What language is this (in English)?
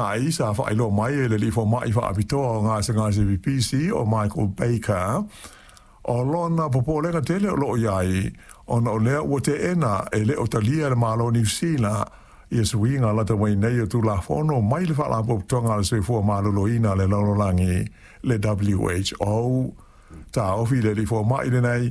Samoan